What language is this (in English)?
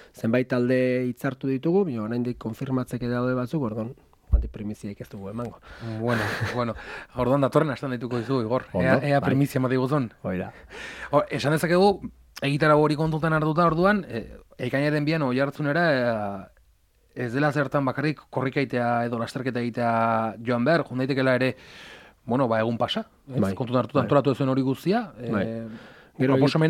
Basque